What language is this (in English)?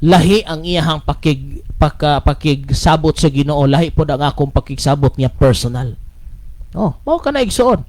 Cebuano